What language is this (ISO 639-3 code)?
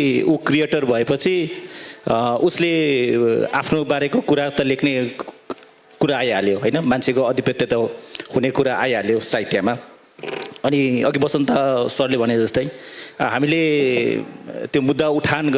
nep